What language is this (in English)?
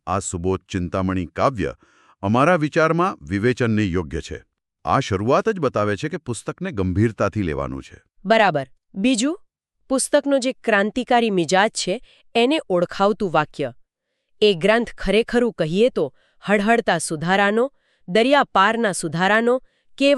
Gujarati